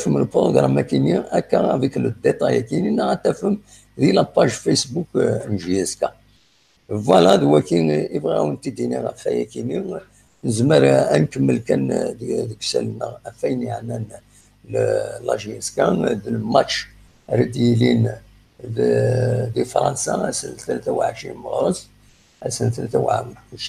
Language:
Kabyle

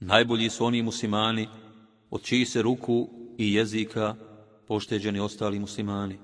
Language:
Bosnian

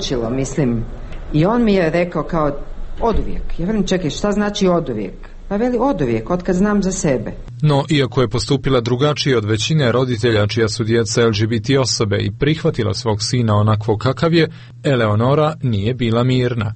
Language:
Croatian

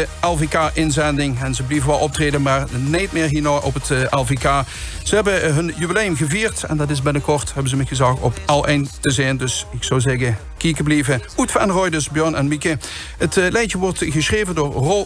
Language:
Limburgish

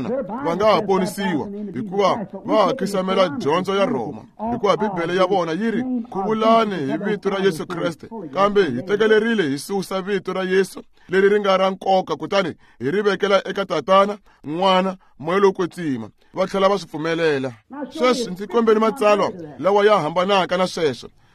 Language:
Tsonga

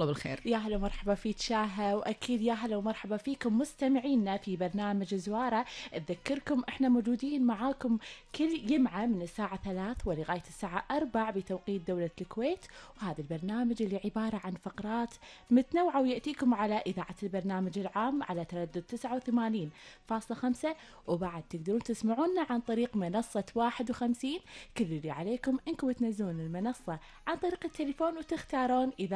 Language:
Gulf Arabic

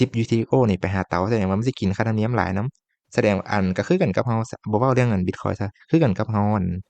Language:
Lao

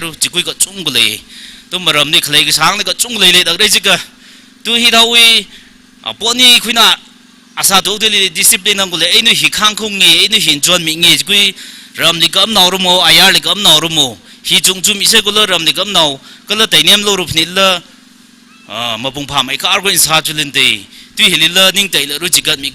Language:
Tangkhul Naga (India)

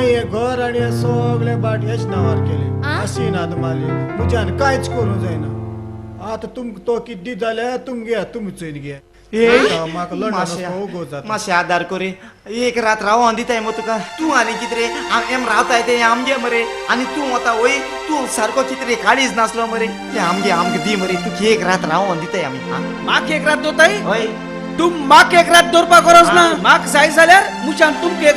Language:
Konkani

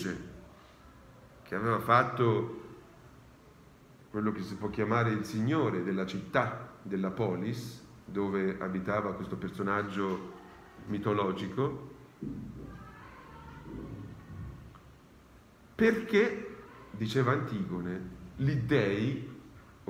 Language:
Italian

